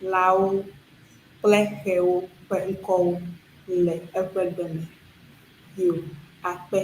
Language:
Ewe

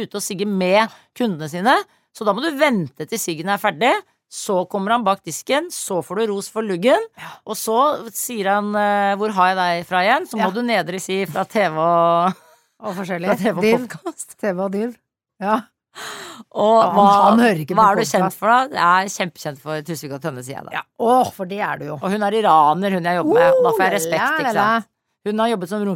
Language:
Norwegian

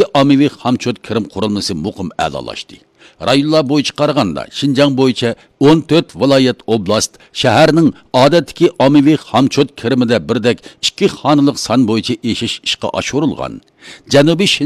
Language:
Uyghur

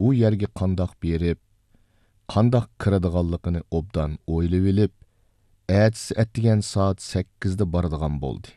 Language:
Uyghur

